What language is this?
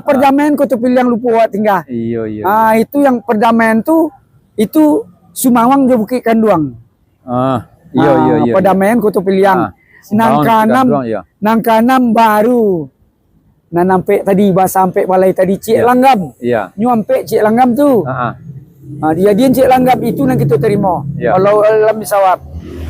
Minangkabau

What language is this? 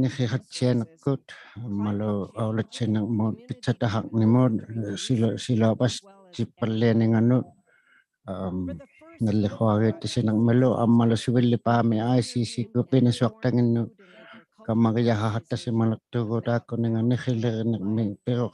Inuktitut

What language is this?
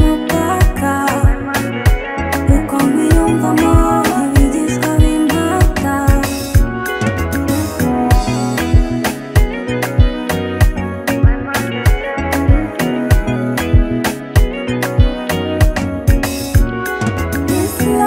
Kinyarwanda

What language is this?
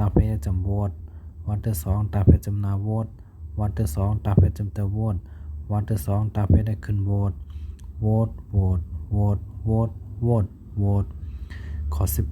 Shan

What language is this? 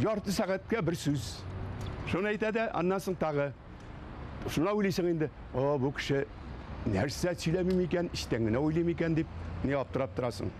Tatar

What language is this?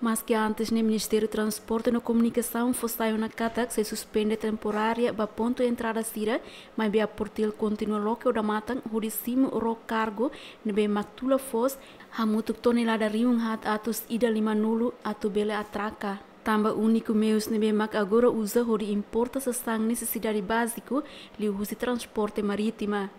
Tetum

